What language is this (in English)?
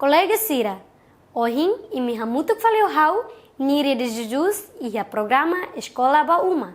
Tetum